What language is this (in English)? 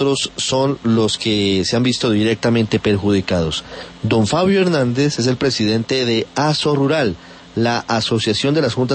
Spanish